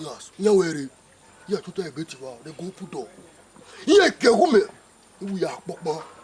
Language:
Bini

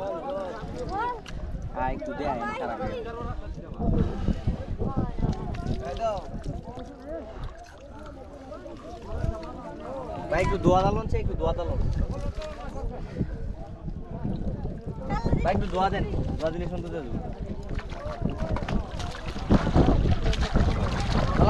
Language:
Bangla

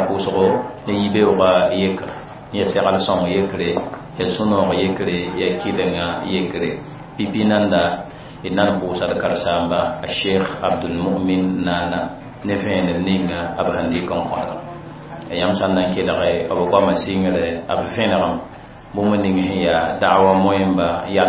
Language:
Mossi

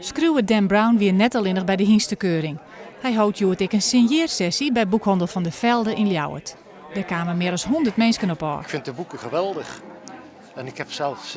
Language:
Western Frisian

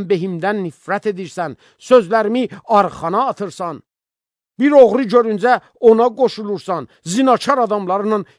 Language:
Azerbaijani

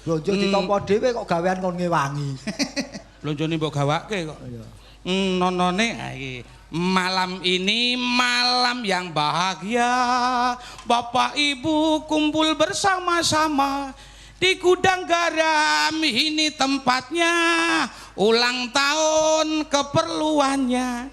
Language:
Javanese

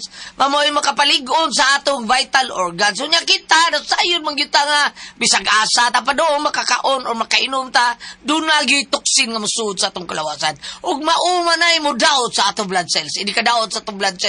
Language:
Cebuano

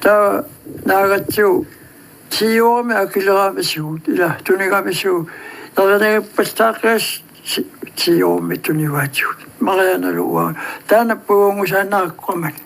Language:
Kalaallisut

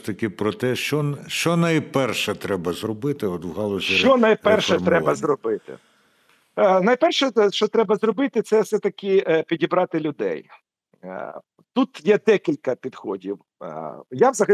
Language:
Ukrainian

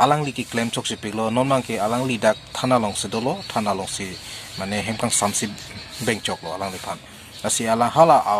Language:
Karbi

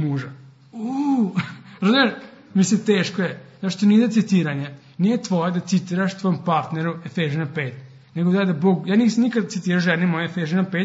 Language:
Serbian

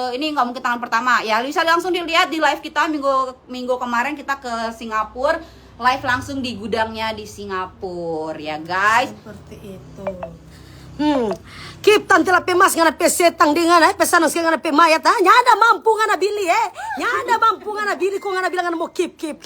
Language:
Manado Malay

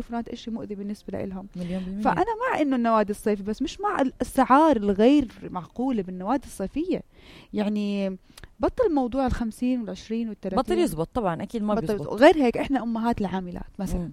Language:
North Levantine Arabic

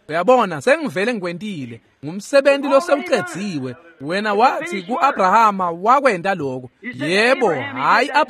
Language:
Swati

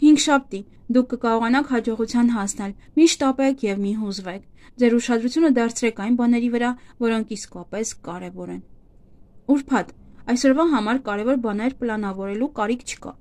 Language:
Armenian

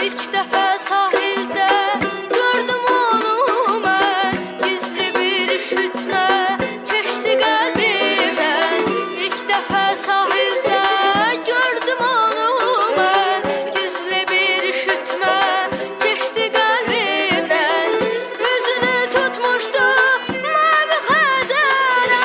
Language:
South Azerbaijani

